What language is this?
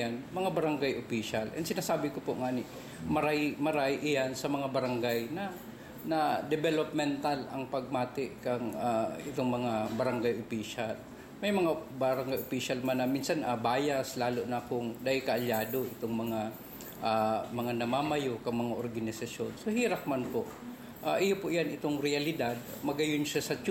Bikol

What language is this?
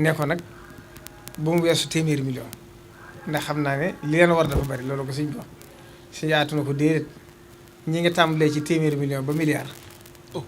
Wolof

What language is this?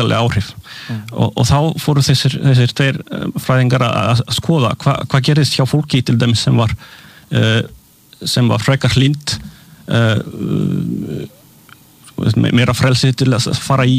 Icelandic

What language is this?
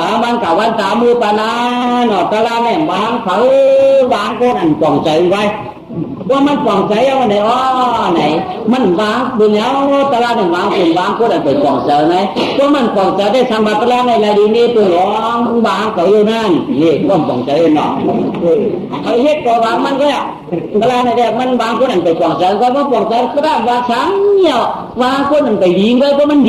Shan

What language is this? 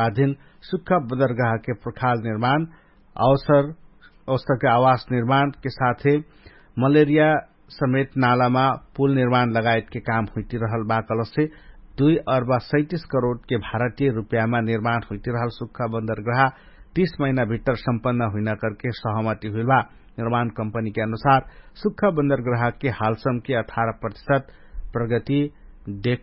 Dangaura Tharu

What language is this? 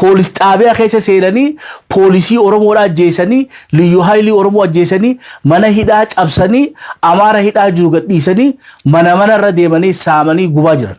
Oromo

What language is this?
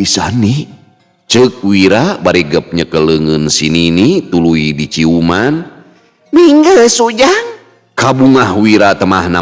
Sundanese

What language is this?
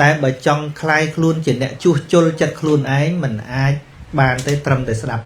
Khmer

